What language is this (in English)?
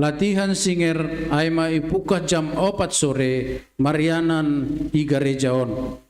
Batak Simalungun